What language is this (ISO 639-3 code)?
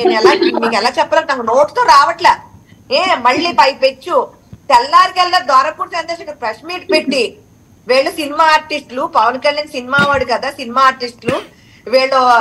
tel